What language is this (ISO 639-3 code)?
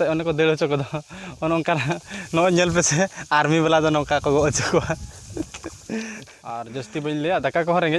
sat